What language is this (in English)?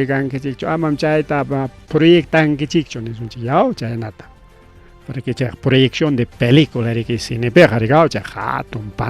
Ayacucho Quechua